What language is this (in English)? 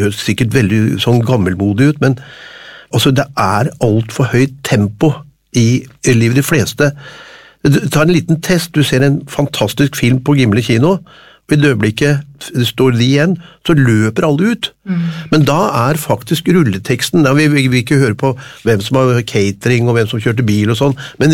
Norwegian